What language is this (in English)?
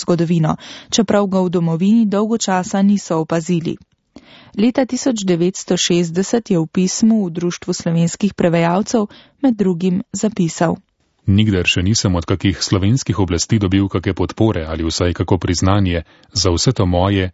Slovenian